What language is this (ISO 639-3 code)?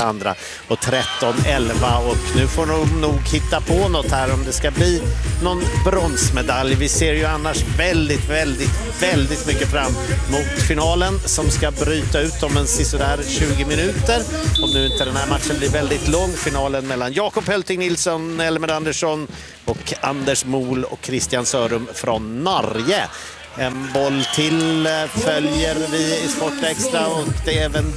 swe